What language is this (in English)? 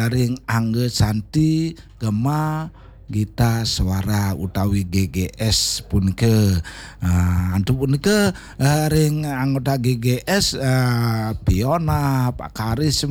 Balinese